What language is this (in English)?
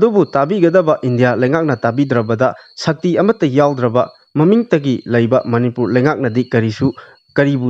Manipuri